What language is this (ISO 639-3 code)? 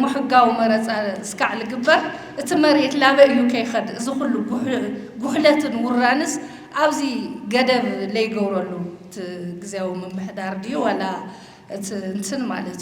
tir